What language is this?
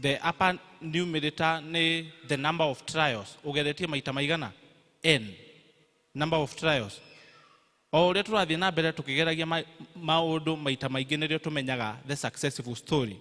Kikuyu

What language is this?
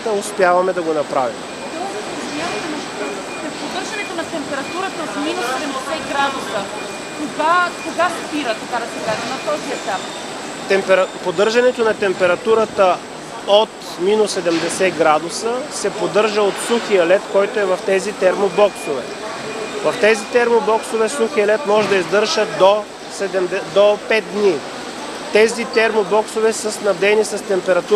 Bulgarian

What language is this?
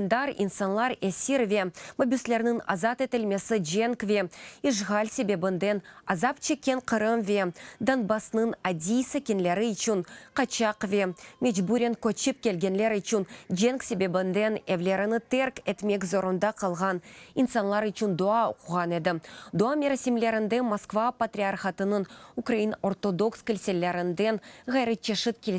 Crimean Tatar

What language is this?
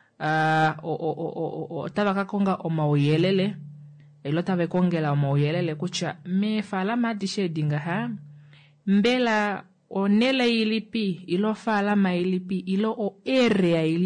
Kuanyama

